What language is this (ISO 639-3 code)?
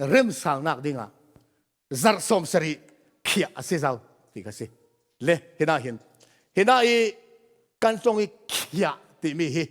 cfm